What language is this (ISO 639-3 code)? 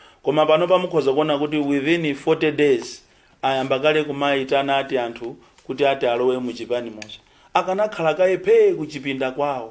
nya